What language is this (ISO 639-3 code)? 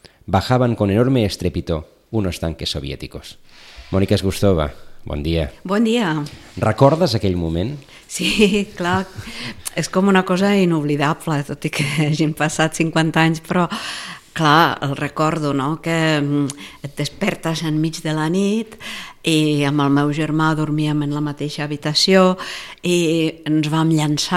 cat